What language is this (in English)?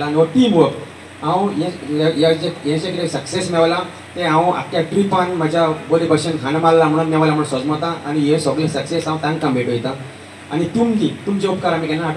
Konkani